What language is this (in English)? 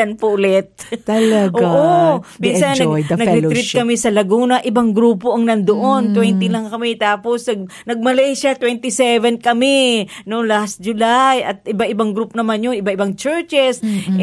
Filipino